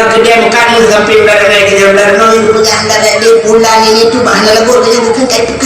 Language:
Achinese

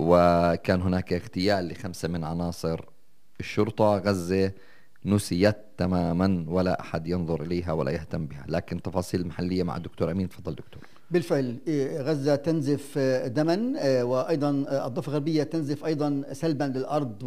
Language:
North Levantine Arabic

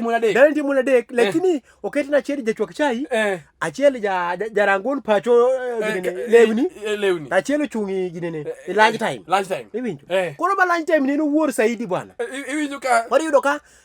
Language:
Luo (Kenya and Tanzania)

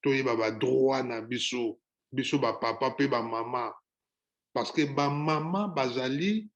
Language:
Lingala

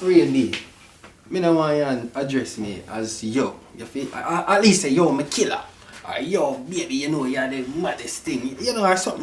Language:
Jamaican Creole English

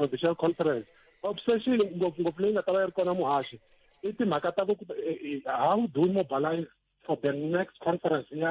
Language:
Tsonga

